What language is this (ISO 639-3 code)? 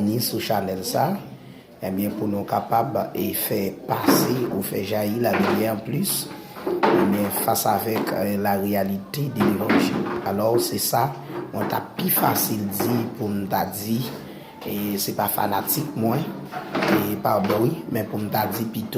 hat